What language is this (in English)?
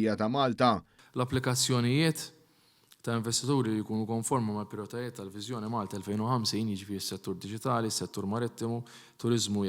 Maltese